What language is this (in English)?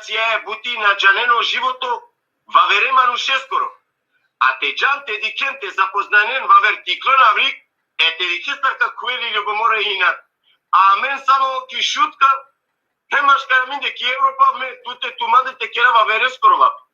Balkan Romani